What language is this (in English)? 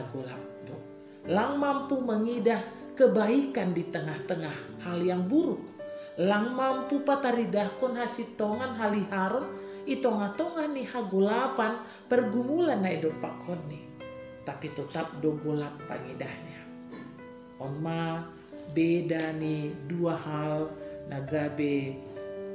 Batak Simalungun